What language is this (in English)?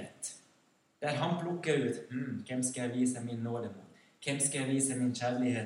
Norwegian